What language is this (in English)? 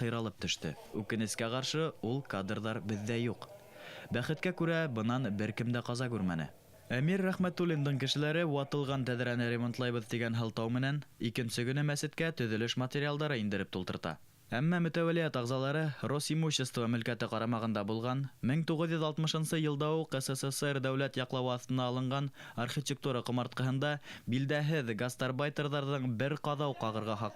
Bashkir